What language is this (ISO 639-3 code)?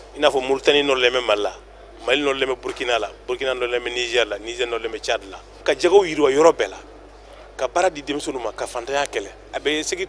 bam